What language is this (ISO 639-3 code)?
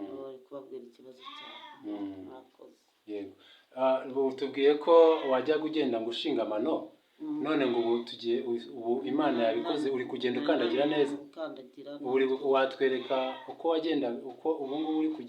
kin